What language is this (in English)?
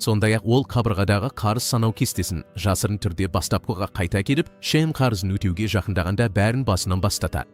Kazakh